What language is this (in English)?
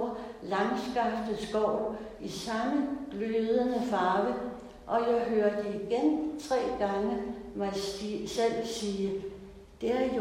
Danish